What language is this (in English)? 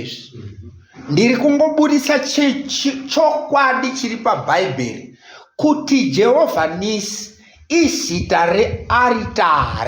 Shona